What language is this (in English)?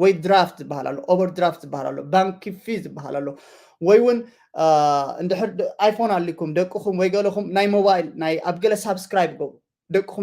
Tigrinya